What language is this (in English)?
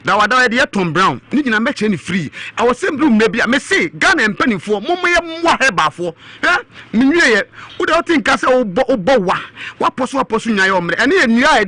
Akan